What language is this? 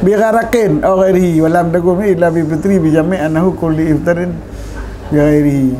Achinese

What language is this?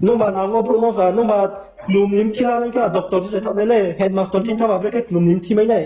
Riang (India)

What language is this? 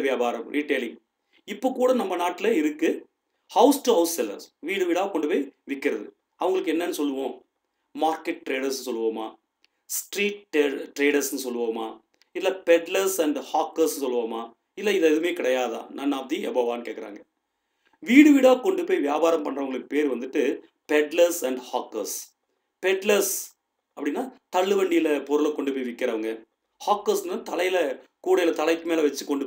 Tamil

